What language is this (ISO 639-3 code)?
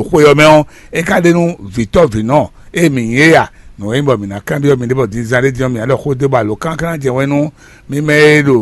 fon